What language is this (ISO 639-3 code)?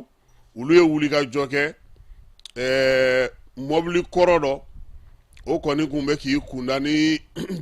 bam